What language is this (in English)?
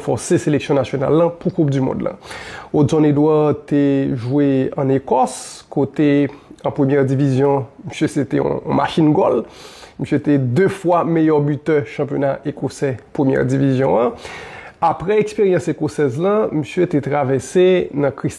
Haitian Creole